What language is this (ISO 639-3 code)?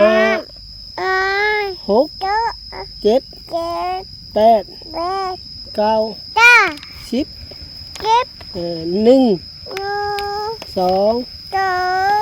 lao